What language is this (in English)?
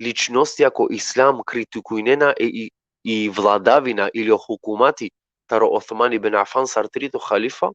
Balkan Romani